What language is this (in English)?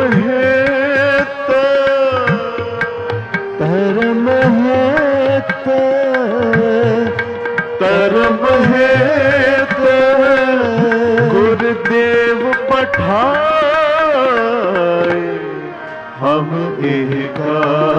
Hindi